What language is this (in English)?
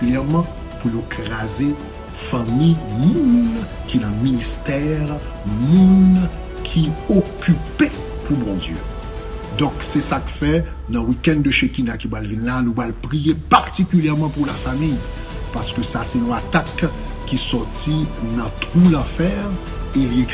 Haitian Creole